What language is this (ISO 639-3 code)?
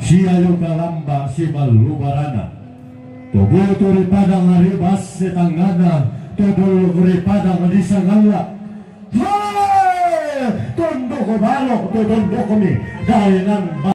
sda